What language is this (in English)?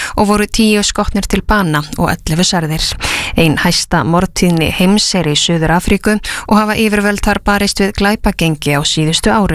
Icelandic